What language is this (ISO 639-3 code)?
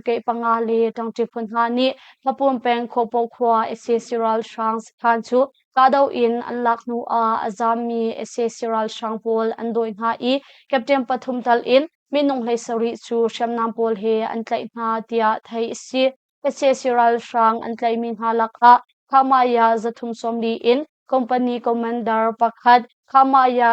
cnh